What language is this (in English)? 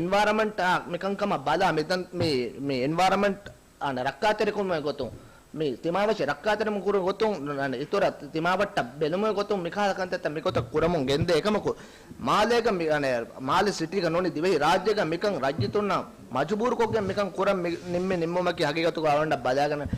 Divehi